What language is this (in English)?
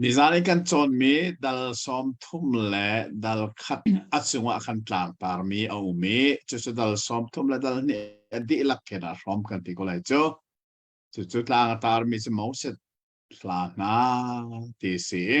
Hakha Chin